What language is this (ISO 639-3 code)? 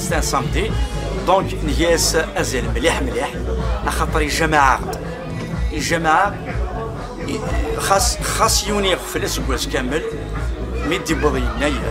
kab